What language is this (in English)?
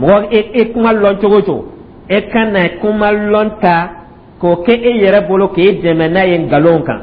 Dyula